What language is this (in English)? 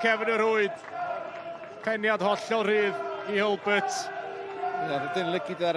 Welsh